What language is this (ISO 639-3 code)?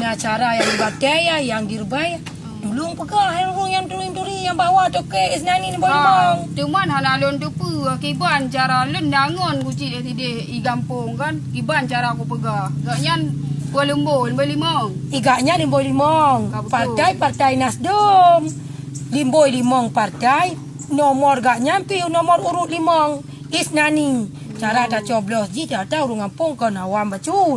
ace